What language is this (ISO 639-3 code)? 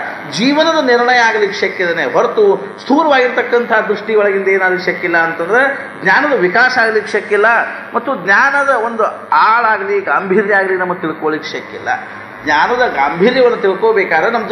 kan